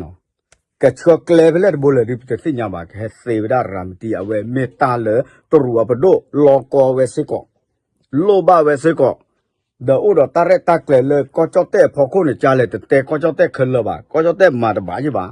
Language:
S'gaw Karen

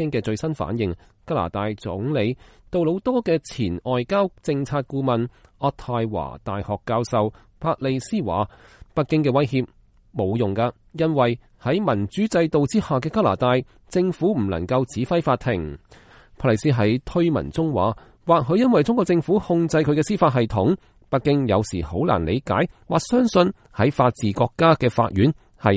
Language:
Cantonese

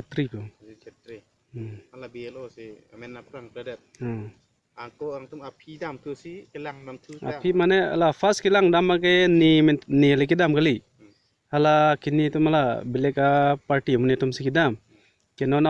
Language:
Karbi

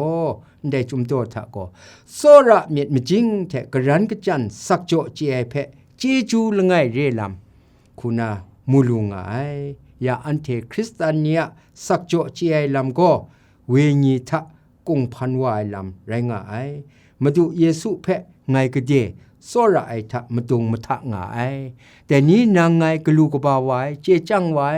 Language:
Kachin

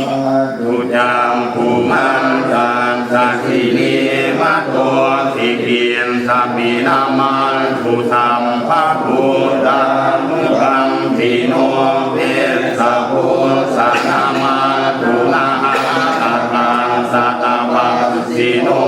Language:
Pali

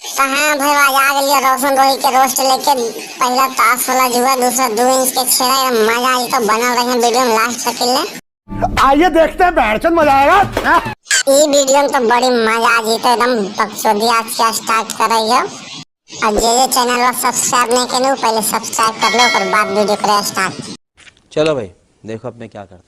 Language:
Magahi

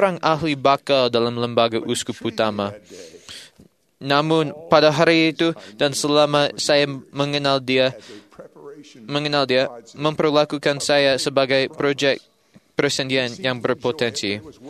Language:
Malay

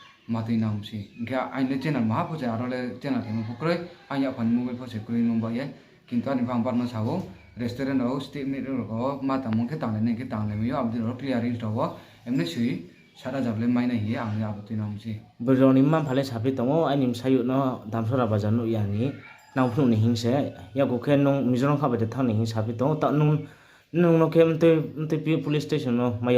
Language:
Riang (India)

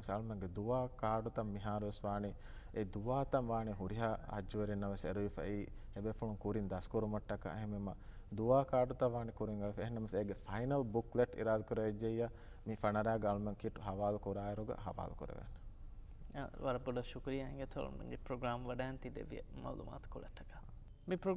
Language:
Divehi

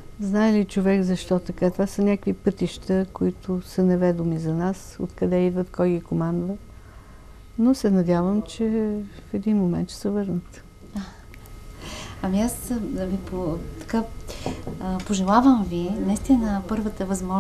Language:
Bulgarian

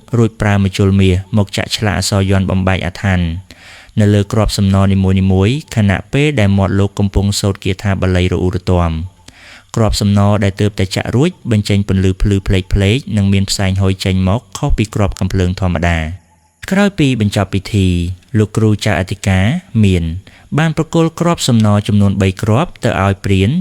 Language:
Khmer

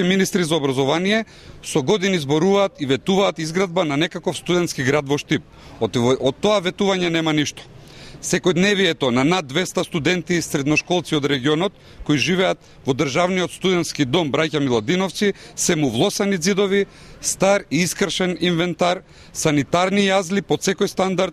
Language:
Macedonian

